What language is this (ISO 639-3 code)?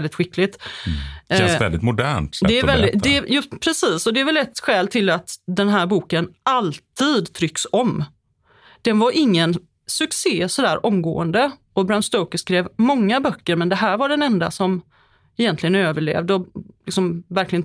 swe